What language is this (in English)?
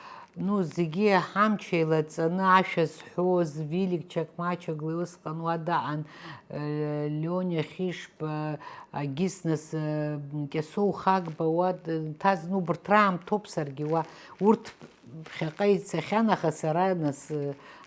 Abkhazian